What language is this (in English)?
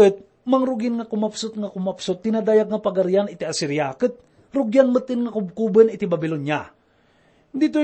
Iloko